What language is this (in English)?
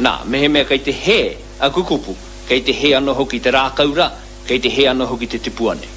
Māori